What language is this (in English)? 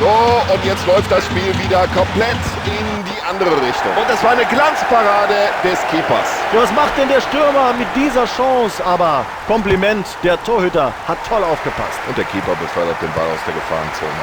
Bavarian